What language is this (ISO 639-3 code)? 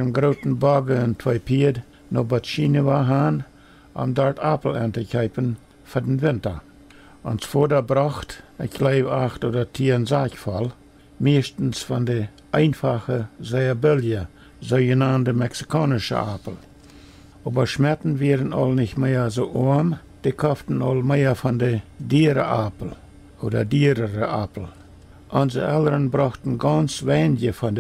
pdt